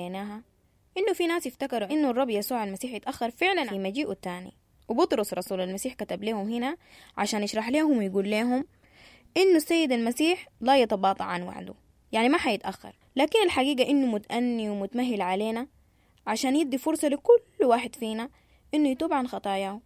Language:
Sudanese Arabic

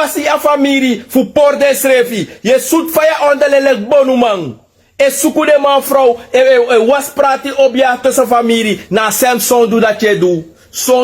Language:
Sranan Tongo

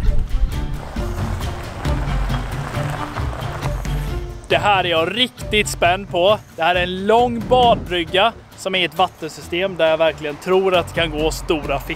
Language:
Swedish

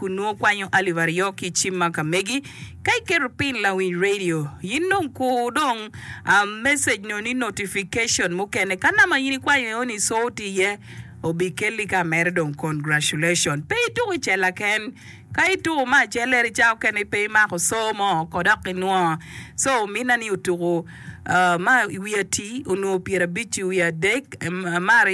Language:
Acoli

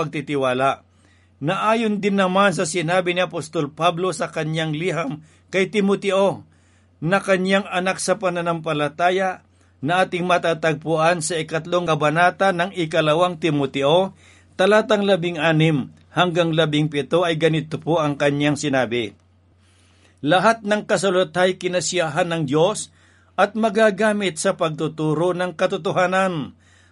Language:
Filipino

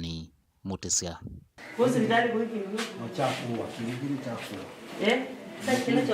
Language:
Kamba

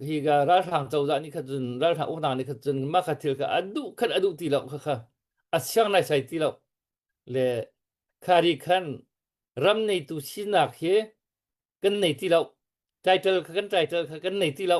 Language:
Hakha Chin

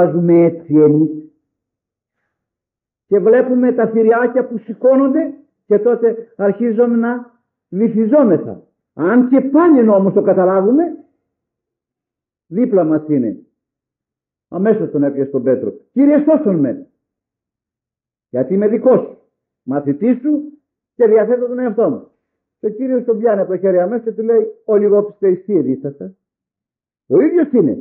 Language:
Greek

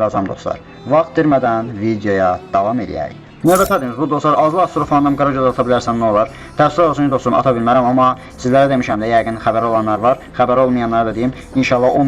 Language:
Azerbaijani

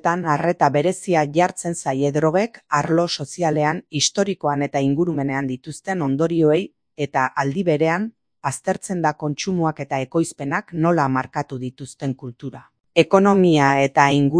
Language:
Basque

